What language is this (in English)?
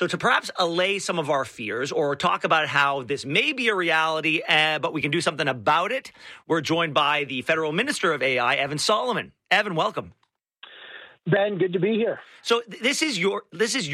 English